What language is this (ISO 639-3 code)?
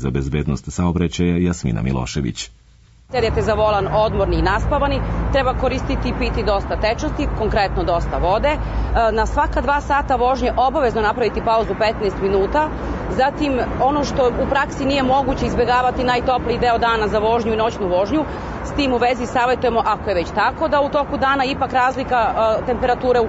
srp